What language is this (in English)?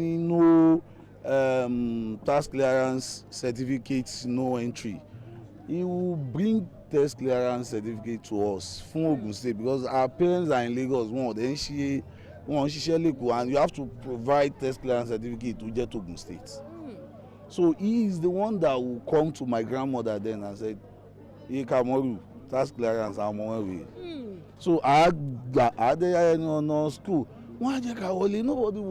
Yoruba